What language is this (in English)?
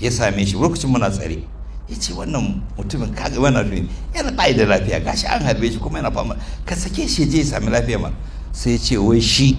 Hausa